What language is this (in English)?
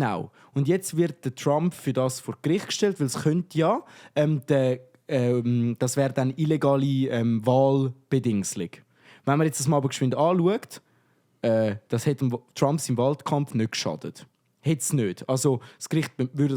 Swiss German